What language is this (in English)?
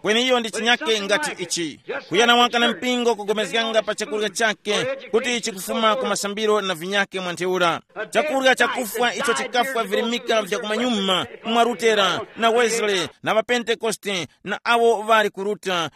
Tumbuka